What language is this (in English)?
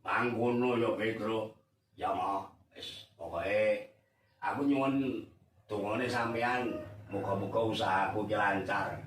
Javanese